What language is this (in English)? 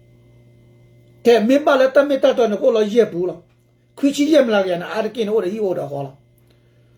S'gaw Karen